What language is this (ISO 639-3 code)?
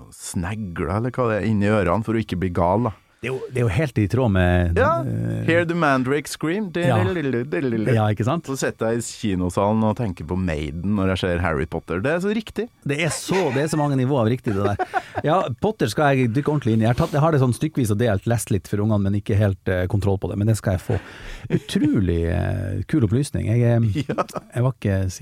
nor